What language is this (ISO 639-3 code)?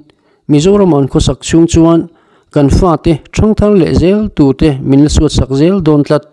lus